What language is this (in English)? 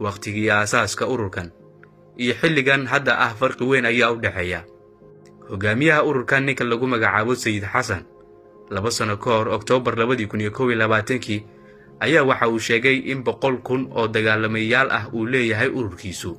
Somali